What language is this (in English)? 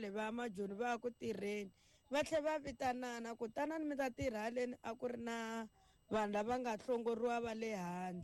Tsonga